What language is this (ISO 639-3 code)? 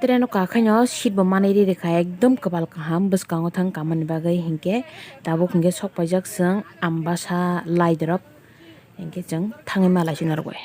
trp